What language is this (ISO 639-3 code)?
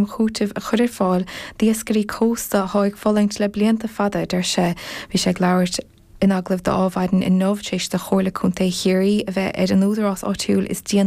gle